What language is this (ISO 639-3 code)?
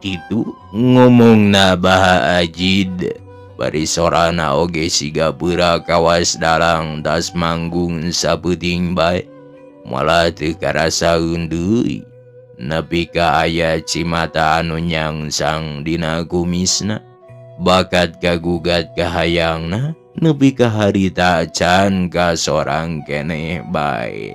sun